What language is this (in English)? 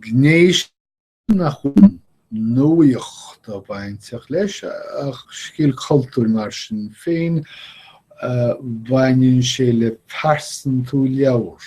Irish